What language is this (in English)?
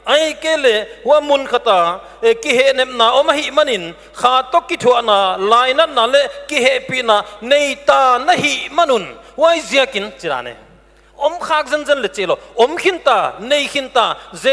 Paite Chin